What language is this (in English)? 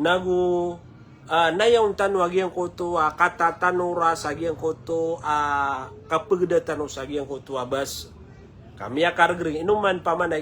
Maranao